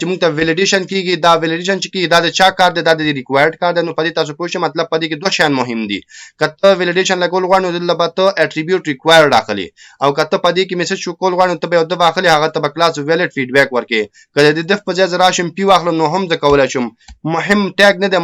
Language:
Pashto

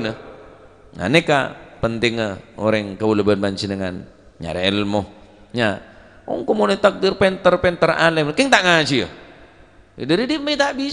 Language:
Madurese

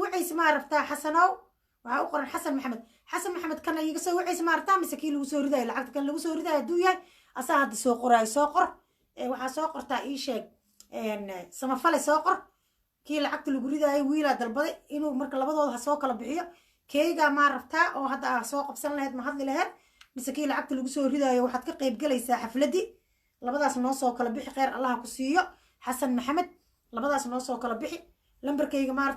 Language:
Somali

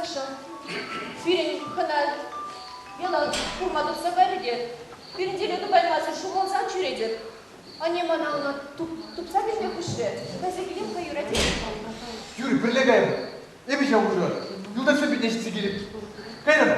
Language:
Chuvash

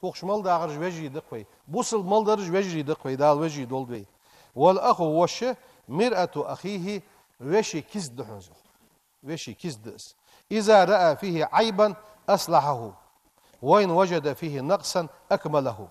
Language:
Ingush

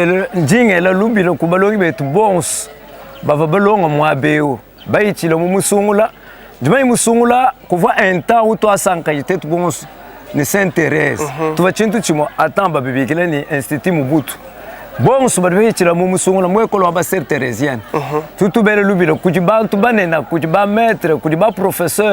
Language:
Luba-Lulua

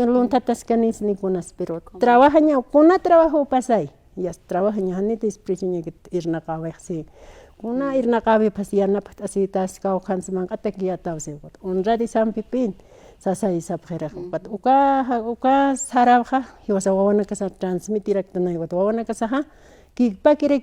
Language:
Aymara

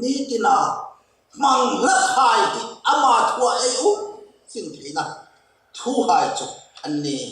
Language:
Hmar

